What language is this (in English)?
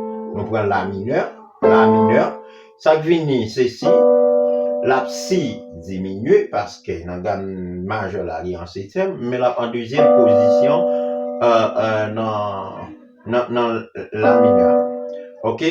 Haitian Creole